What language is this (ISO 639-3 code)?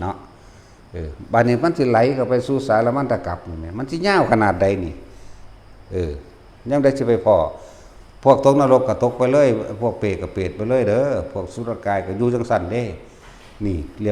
tts